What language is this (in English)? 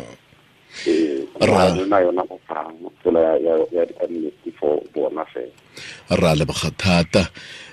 Tswana